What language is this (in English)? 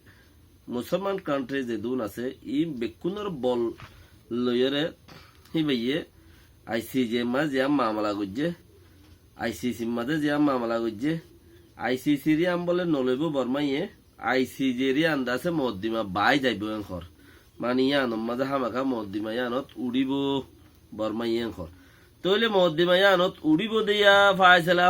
Rohingya